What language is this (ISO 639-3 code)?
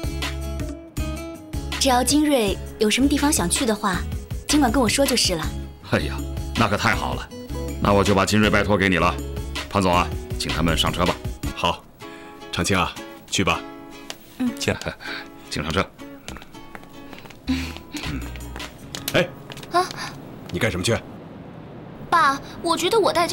zho